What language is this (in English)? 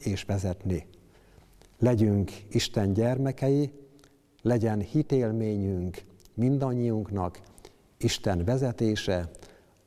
Hungarian